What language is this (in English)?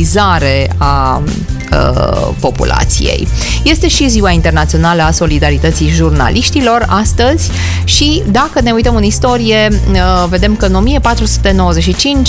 Romanian